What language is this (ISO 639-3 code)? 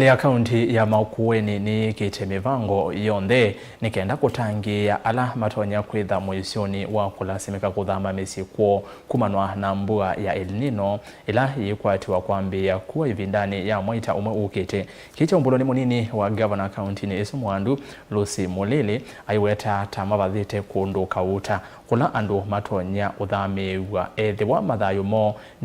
kam